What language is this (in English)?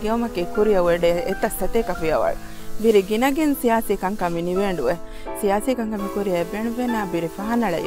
Divehi